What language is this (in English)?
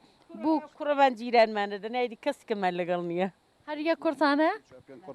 Central Kurdish